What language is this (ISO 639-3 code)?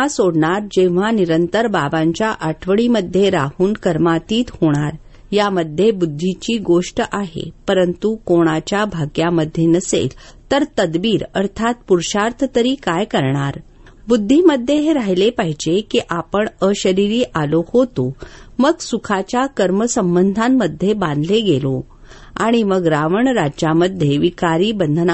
mar